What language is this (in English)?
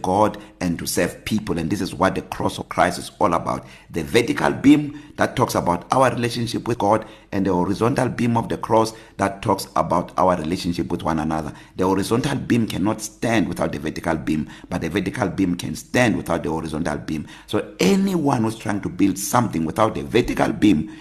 English